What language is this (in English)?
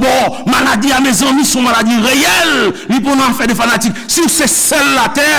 Haitian Creole